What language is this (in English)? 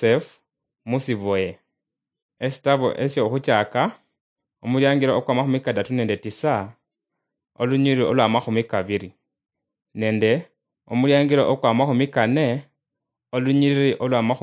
Luyia